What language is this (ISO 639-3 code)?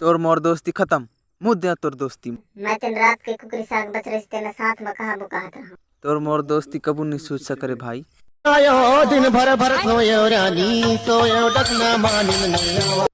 hne